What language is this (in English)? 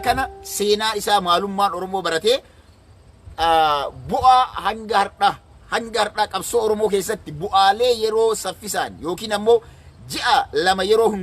Oromo